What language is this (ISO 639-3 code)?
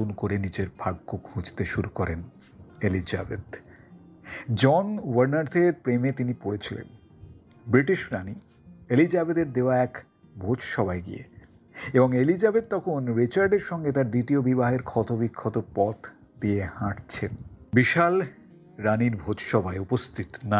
ben